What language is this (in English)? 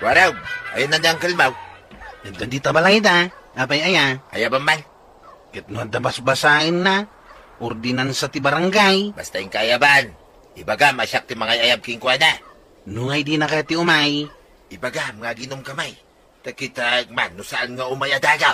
Iloko